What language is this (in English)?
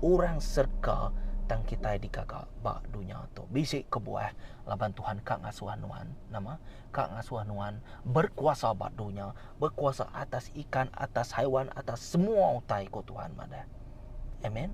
Iban